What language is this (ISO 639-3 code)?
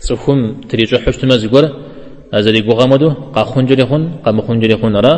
kbd